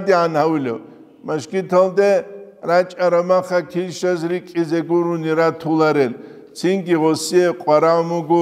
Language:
Avaric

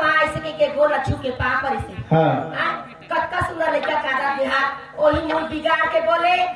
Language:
Chhattisgarhi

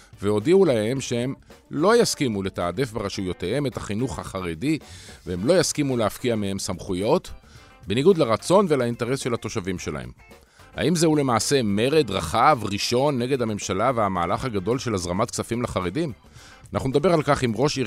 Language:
Hebrew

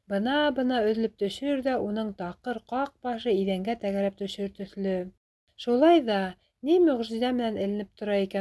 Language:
Bashkir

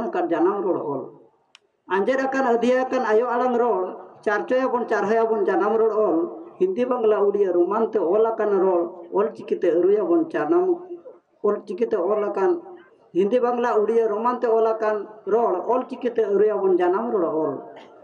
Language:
Santali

